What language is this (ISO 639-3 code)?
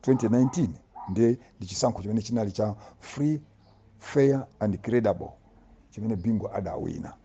nya